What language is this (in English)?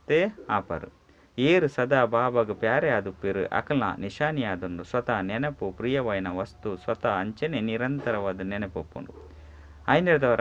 Tulu